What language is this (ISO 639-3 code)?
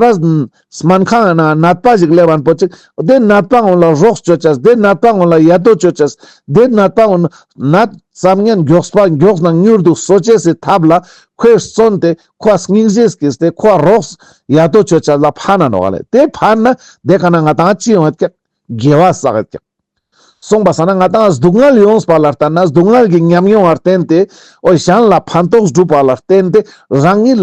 lbj